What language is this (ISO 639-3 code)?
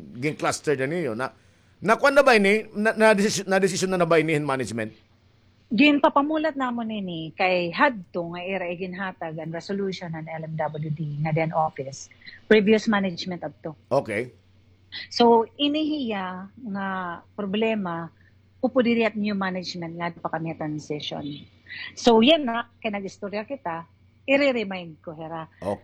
war